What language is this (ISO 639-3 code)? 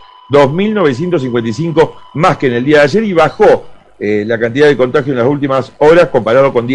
spa